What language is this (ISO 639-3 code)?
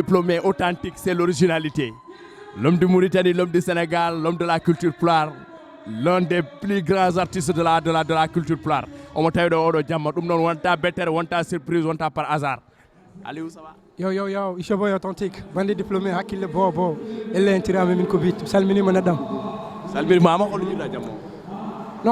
ful